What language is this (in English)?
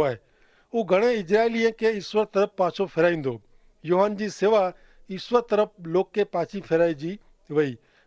Kachhi